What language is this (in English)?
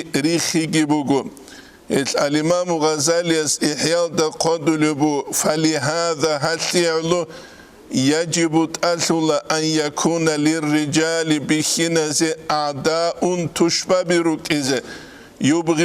Avaric